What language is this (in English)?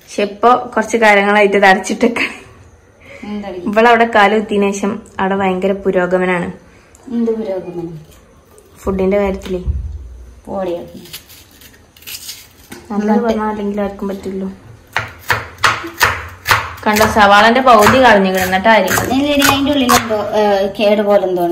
Malayalam